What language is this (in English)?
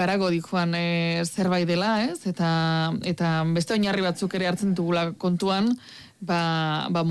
Basque